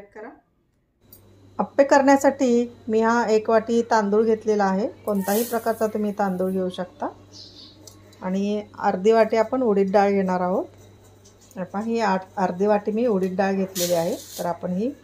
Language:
Marathi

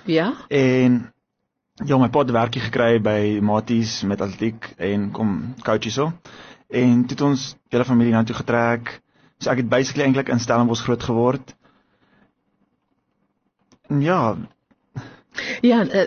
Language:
Afrikaans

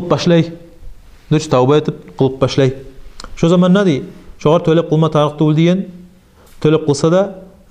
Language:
Kumyk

